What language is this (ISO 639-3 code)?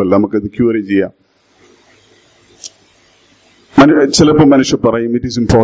mal